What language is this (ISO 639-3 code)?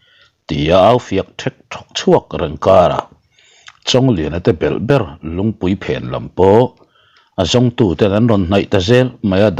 lus